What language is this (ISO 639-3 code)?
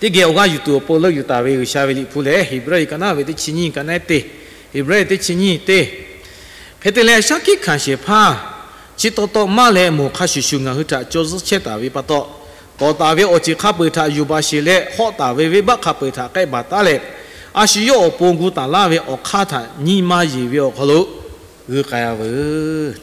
lhu